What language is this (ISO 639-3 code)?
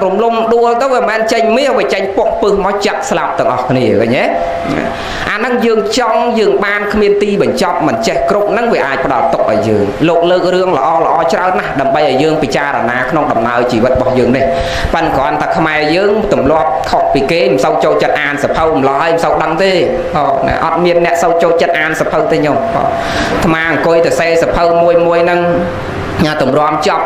khm